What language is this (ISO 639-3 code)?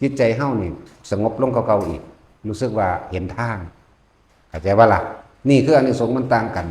tts